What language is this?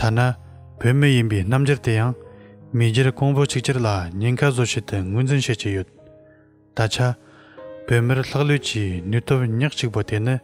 Tibetan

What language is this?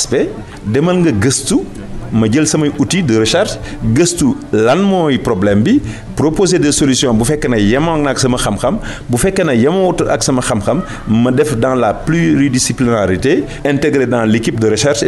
Wolof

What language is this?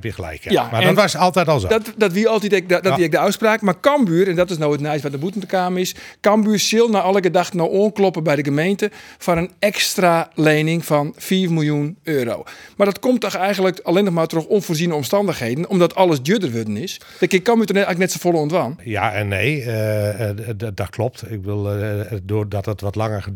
Western Frisian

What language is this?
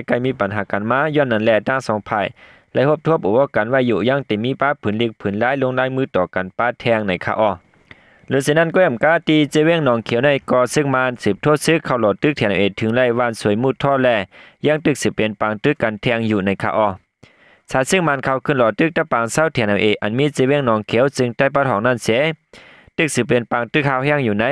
Shan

